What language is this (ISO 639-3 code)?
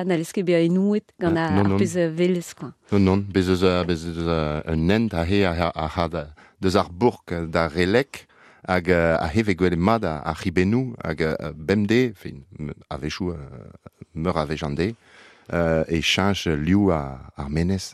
bre